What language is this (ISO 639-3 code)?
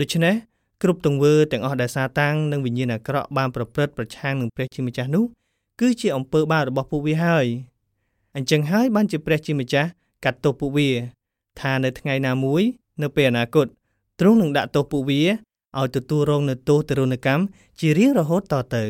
khm